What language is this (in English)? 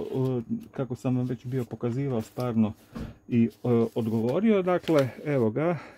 Croatian